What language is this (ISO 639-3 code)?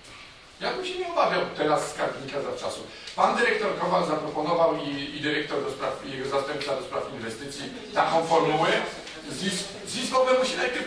pol